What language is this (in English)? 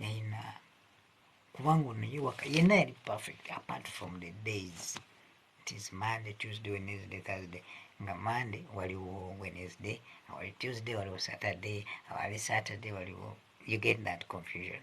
Ganda